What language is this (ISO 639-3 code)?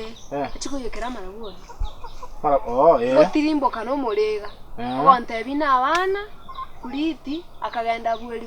guz